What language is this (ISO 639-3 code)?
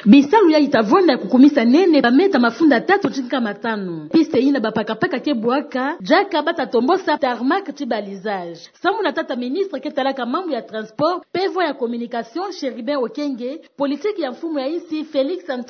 ktu